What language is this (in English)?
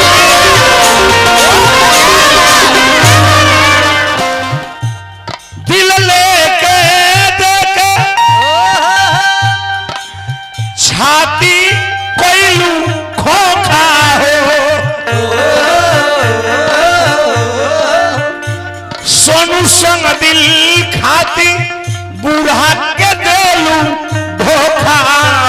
Bhojpuri